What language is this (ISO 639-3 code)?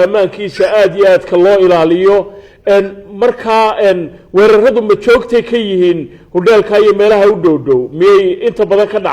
som